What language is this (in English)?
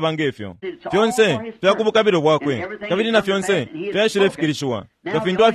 Bemba